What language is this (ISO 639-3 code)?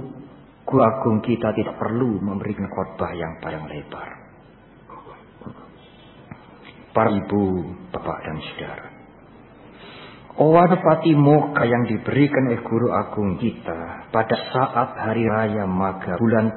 ind